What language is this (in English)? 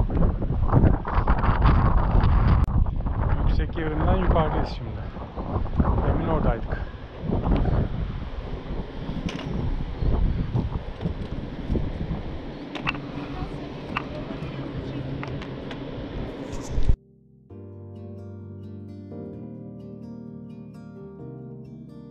Turkish